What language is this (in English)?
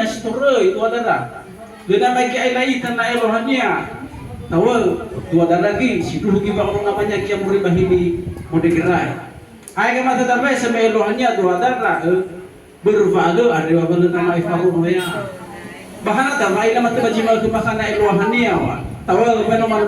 Nias